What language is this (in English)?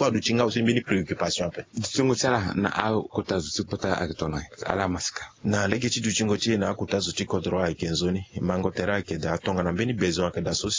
Sango